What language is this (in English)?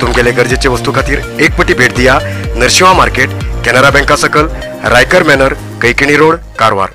Konkani